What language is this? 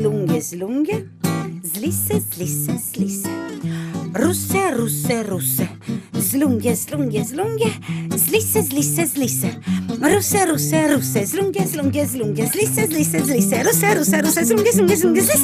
Friulian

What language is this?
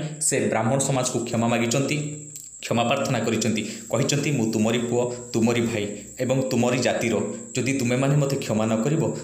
Odia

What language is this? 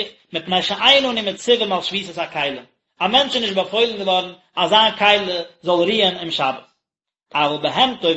Yiddish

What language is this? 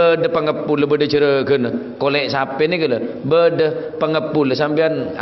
Madurese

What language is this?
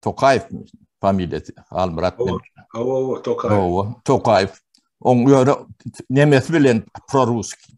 Turkmen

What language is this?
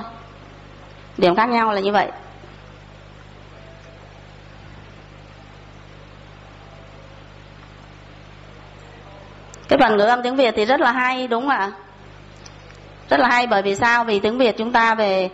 Vietnamese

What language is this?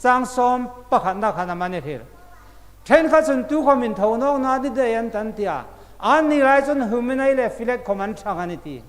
Hmar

